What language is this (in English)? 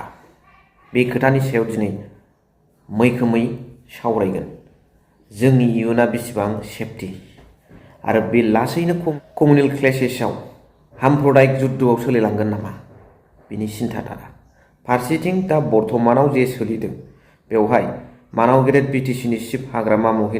Bodo